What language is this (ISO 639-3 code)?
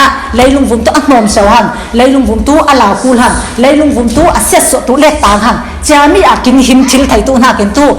cfm